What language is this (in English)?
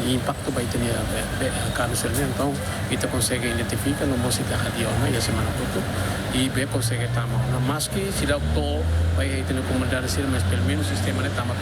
Tetum